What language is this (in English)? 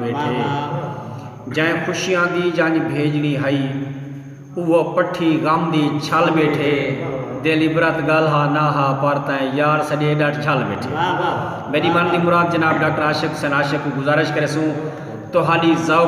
Saraiki